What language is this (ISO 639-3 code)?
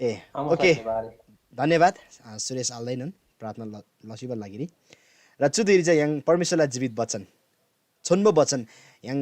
taj